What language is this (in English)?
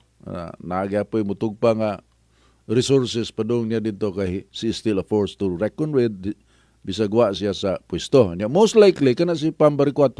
Cebuano